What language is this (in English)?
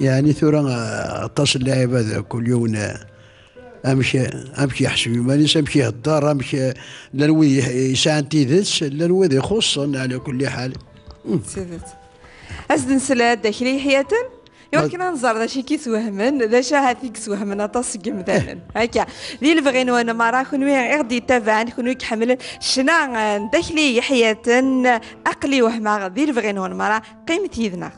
Kabyle